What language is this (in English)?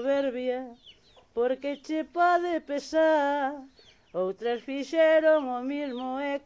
Galician